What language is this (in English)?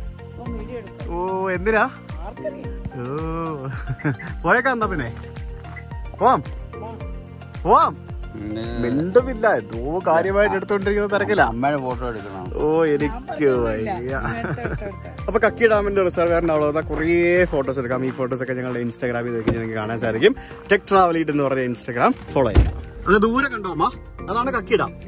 Malayalam